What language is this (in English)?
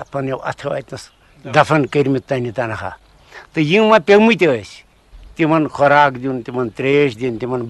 Kashmiri